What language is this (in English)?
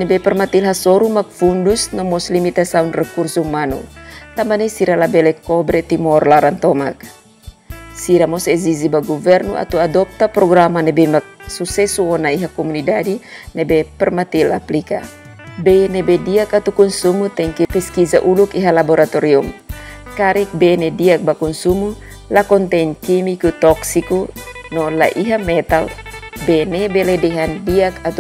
Tetum